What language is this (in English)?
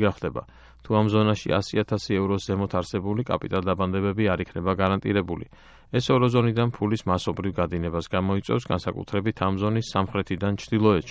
Georgian